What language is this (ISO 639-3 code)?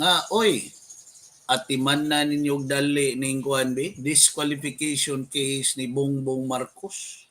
ceb